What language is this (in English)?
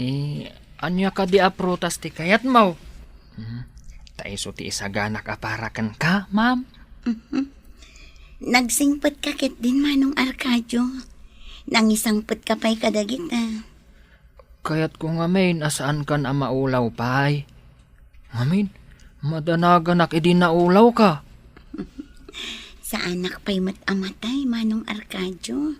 Iloko